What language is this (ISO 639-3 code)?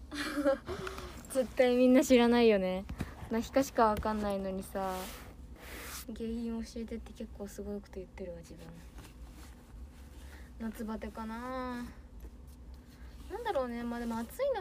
jpn